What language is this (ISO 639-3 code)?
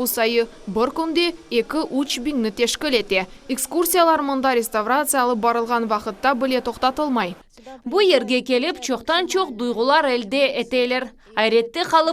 crh